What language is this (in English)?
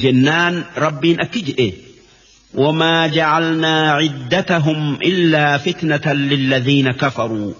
Oromo